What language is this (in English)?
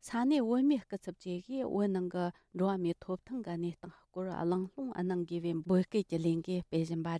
Tibetan